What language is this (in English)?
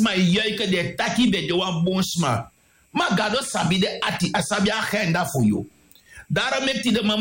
Sranan Tongo